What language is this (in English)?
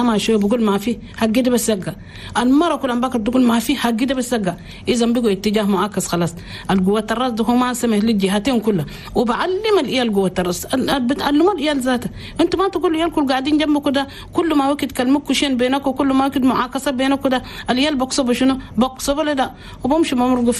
Chadian Arabic